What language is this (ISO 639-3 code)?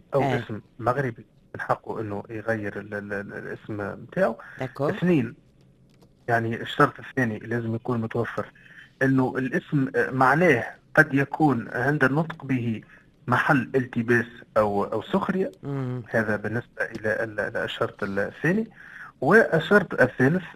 aeb